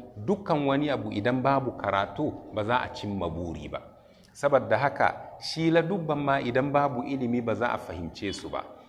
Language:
Hausa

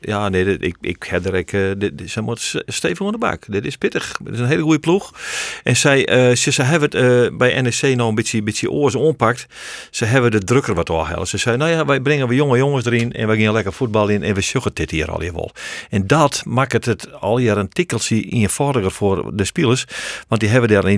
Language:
Western Frisian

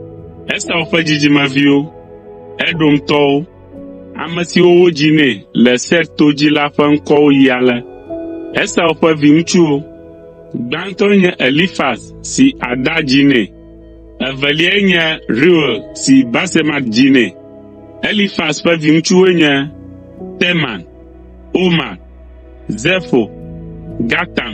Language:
Ewe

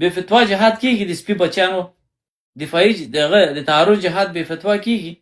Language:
Pashto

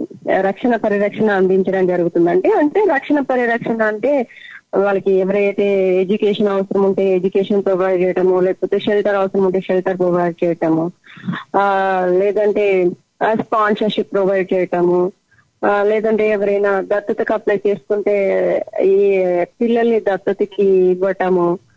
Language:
Telugu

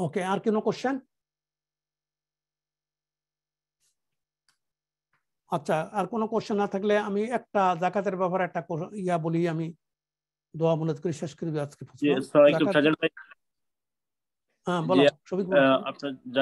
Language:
Bangla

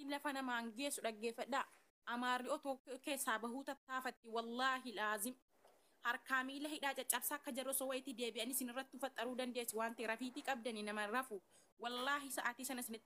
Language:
Oromo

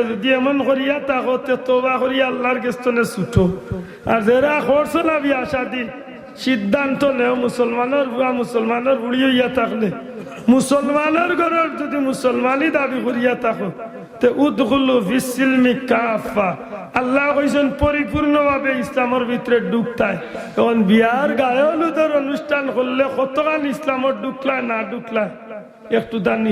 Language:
Sylheti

